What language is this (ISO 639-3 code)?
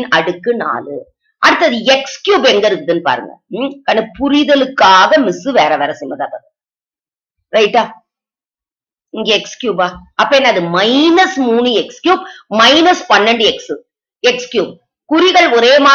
tam